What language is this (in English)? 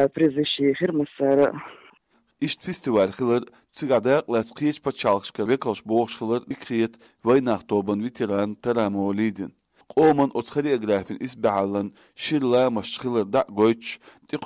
Chechen